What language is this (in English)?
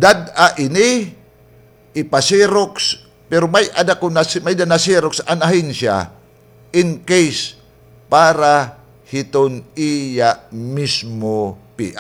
Waray